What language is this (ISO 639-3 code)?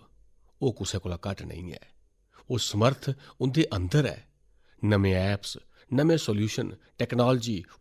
doi